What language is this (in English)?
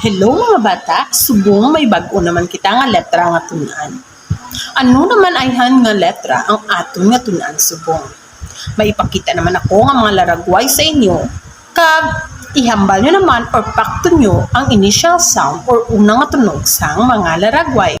Hiligaynon